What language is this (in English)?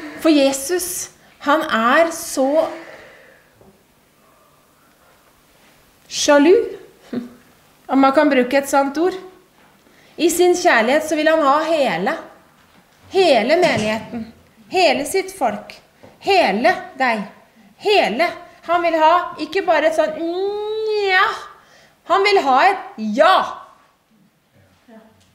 Norwegian